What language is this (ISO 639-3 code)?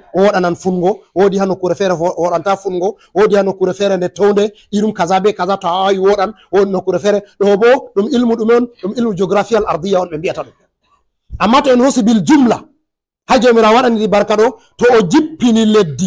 ful